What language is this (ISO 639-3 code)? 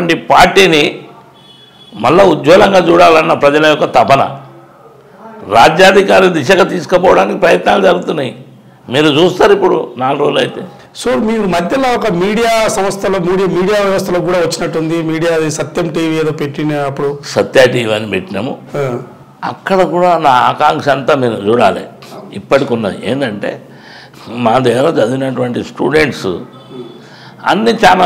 tel